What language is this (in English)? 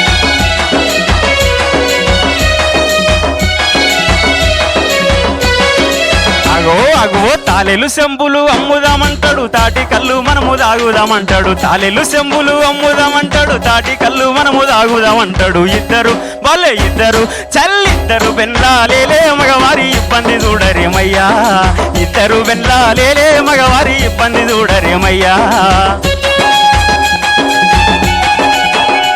Telugu